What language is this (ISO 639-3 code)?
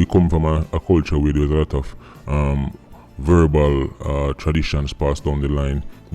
jam